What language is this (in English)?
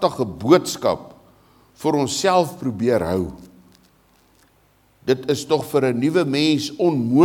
Afrikaans